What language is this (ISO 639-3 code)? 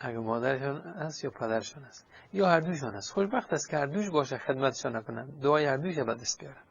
fas